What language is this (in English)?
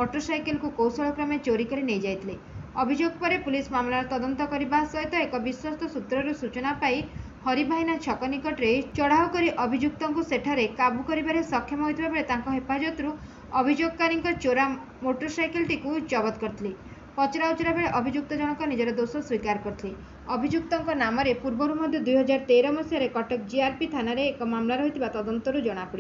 Odia